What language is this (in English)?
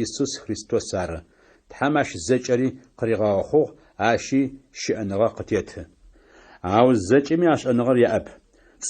Adyghe